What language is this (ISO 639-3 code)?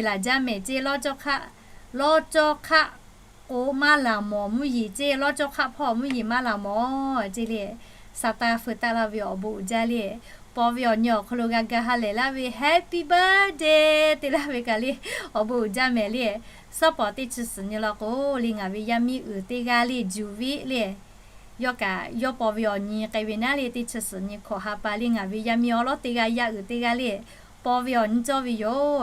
lhu